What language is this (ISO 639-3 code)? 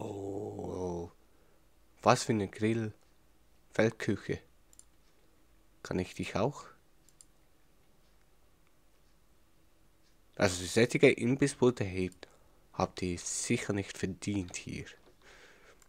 deu